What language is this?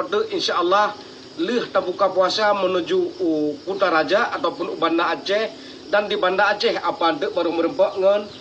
Achinese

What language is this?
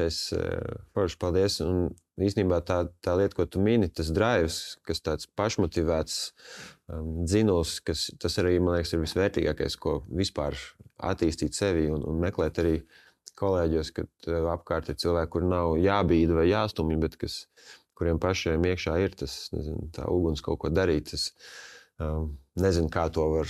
Latvian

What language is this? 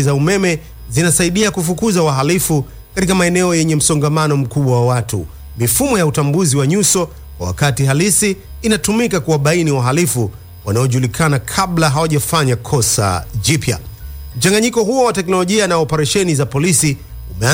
Swahili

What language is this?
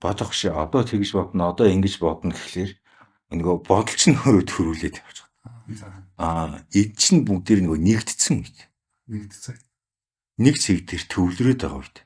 Mongolian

